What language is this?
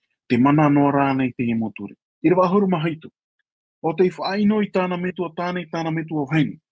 Tahitian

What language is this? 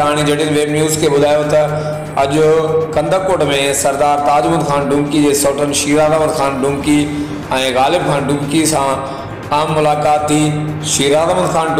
Sindhi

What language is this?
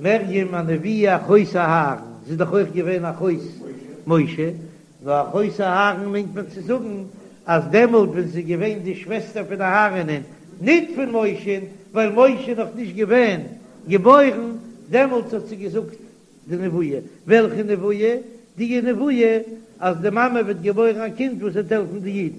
Yiddish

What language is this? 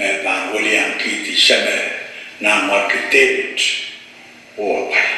Pohnpeian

